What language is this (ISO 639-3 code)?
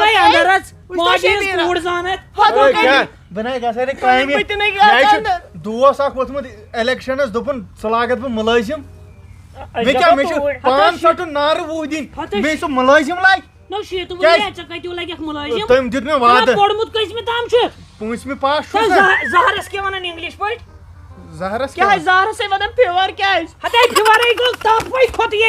kas